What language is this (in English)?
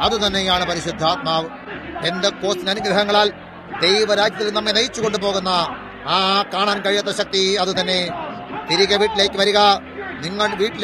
Malayalam